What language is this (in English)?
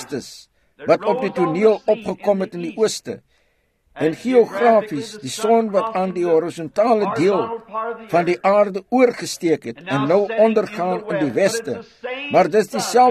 Afrikaans